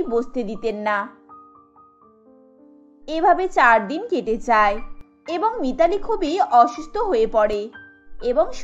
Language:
Bangla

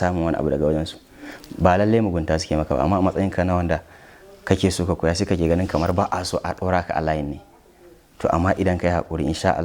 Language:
Hausa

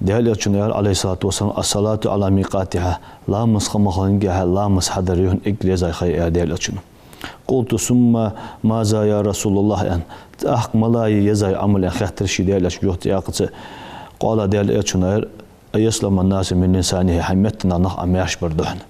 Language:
Ingush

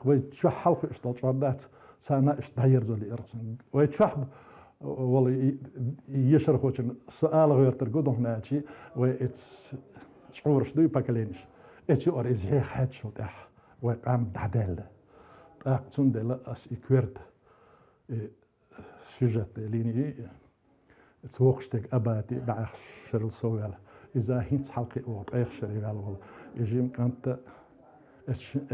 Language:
Chechen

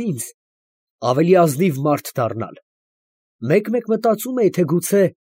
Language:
Armenian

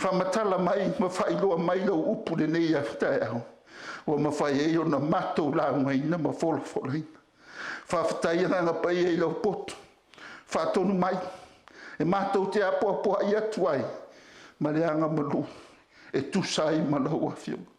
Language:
Samoan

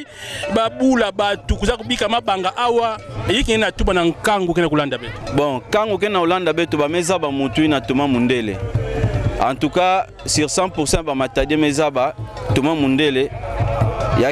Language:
Kituba (Democratic Republic of Congo)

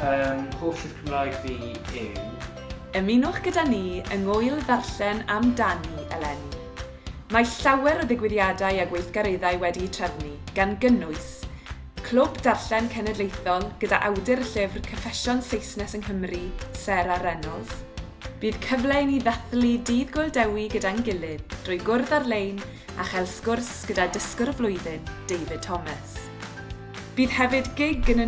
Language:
Welsh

